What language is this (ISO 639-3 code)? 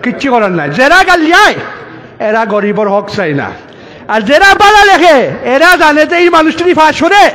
syl